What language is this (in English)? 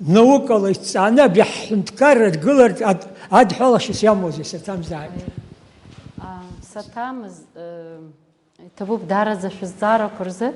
Abkhazian